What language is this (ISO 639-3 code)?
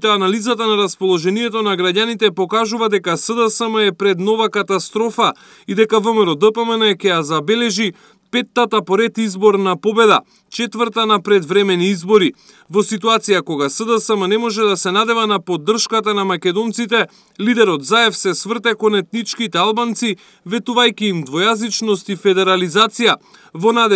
mkd